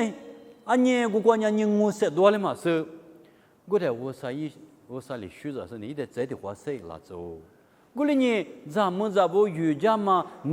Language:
Lisu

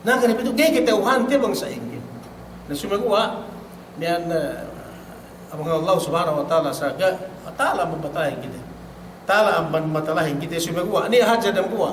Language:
Yakan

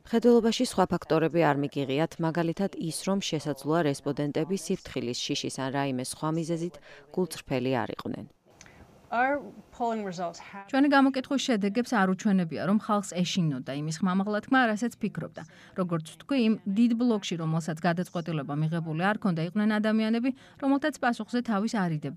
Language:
Georgian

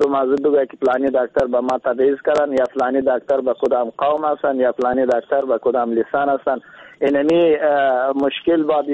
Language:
Persian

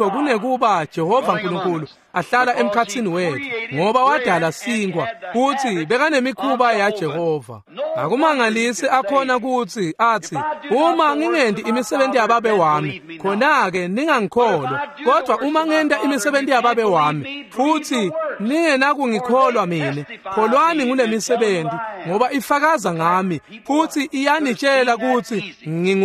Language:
Swati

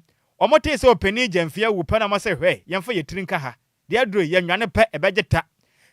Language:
Akan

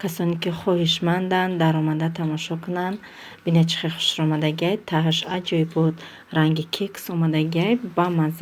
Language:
Tajik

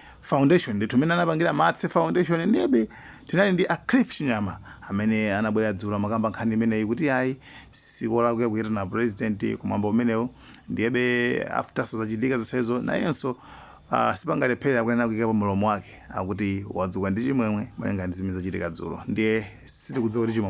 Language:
Nyanja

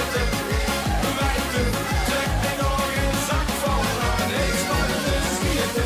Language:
Limburgish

